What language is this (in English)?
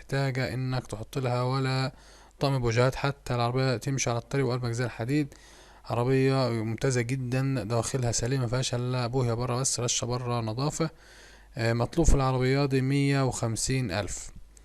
Egyptian Arabic